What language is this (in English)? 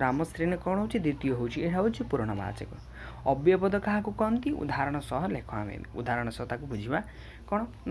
Odia